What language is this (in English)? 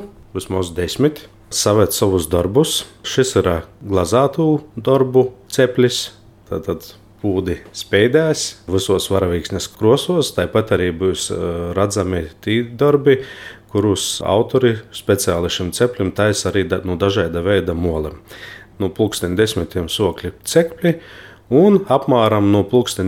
Latvian